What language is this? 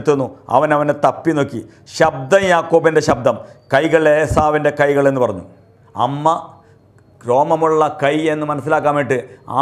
Malayalam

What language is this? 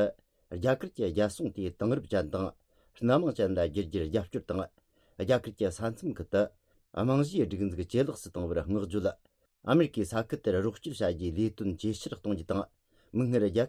Tibetan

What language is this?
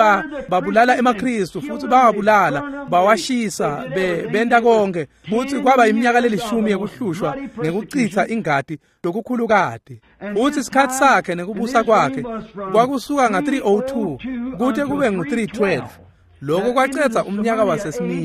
Swati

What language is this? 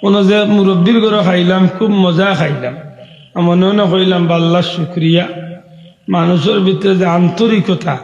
Sylheti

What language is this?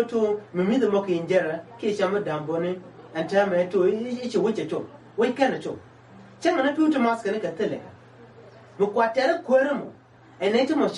Nuer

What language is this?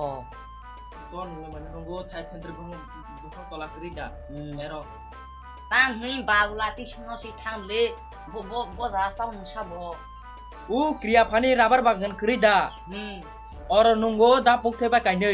Kok Borok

